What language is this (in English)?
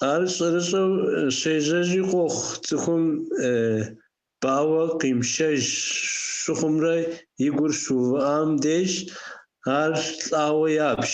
Kabardian